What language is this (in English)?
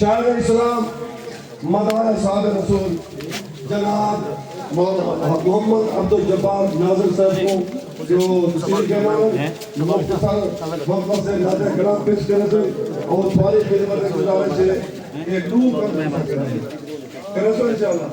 Saraiki